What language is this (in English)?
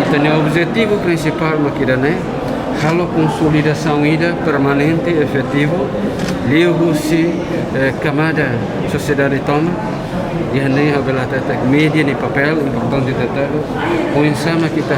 Tetum